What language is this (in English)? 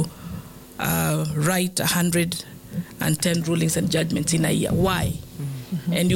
Swahili